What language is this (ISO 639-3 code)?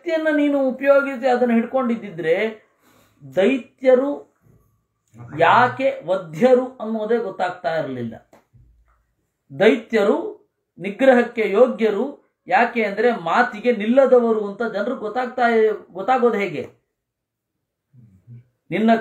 kan